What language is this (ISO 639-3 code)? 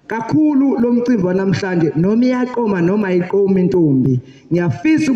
zul